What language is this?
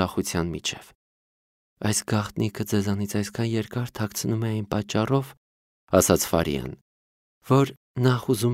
Armenian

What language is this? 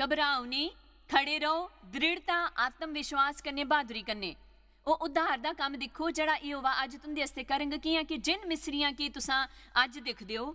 Dogri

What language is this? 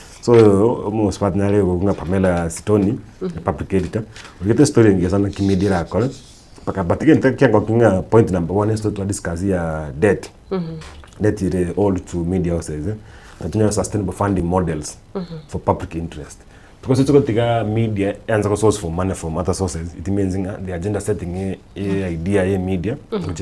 Gusii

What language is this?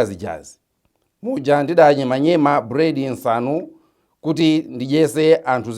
Nyanja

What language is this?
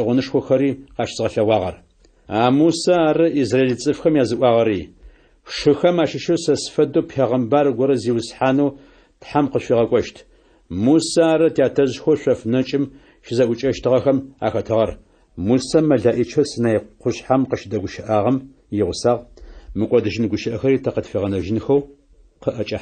Adyghe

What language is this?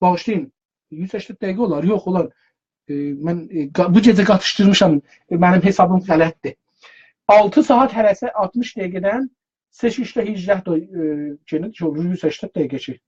South Azerbaijani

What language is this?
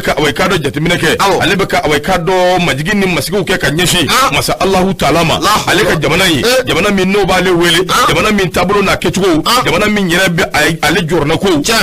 Bambara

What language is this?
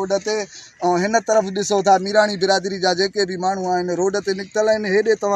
Sindhi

